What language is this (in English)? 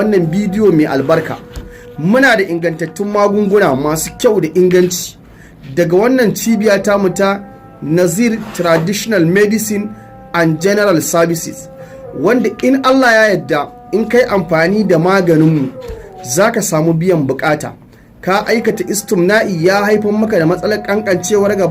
Hausa